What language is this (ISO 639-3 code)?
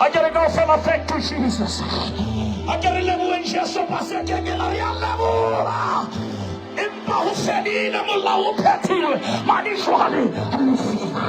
sot